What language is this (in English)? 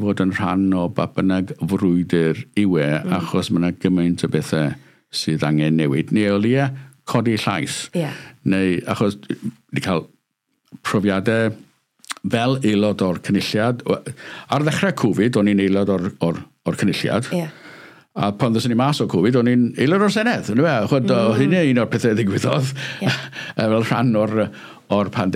Welsh